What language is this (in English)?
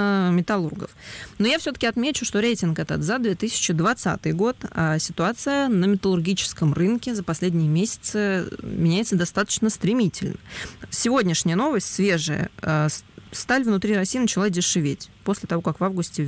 Russian